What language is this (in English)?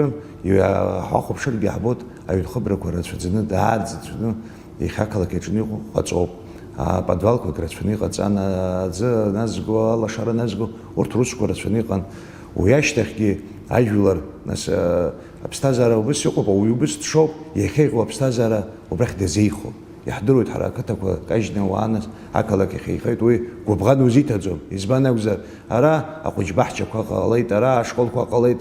Abkhazian